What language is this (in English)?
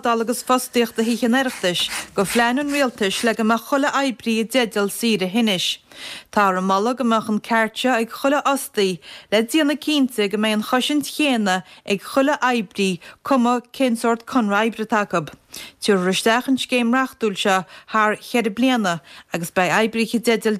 Irish